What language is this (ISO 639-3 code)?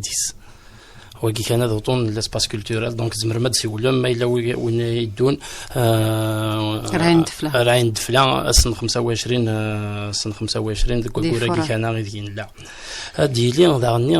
kab